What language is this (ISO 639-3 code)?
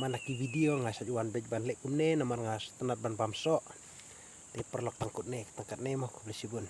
kha